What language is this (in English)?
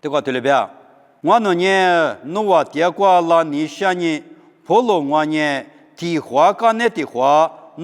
Lisu